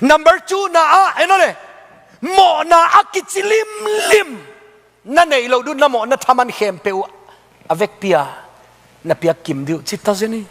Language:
Tedim Chin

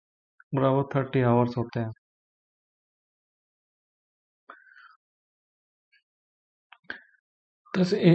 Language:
Hindi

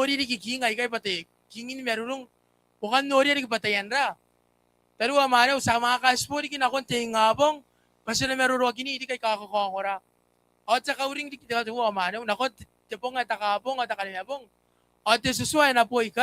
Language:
Gilbertese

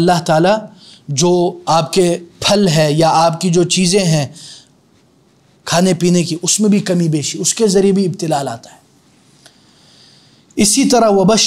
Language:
Urdu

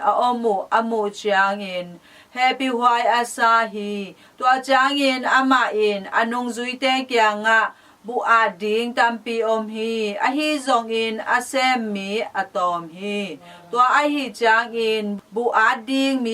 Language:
Tedim Chin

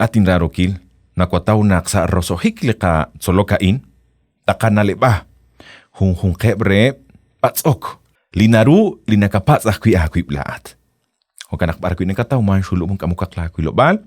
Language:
Kekchí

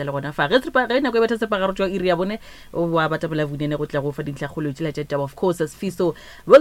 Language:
Northern Sotho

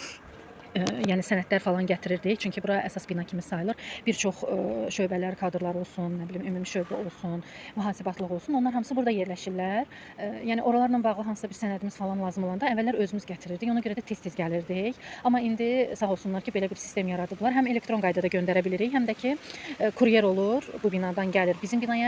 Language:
Azerbaijani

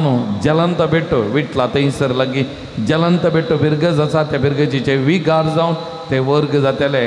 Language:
Konkani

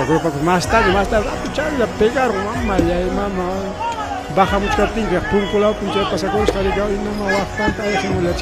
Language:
Ayacucho Quechua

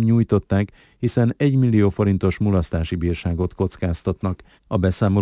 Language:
Hungarian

